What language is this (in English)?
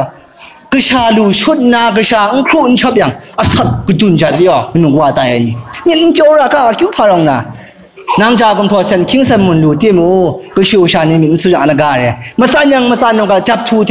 Kachin